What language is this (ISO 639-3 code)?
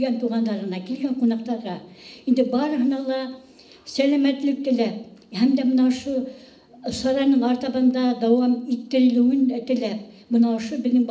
bak